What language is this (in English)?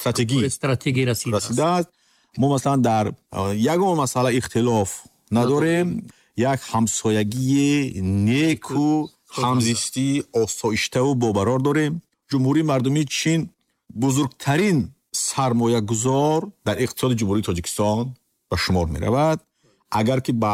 Tajik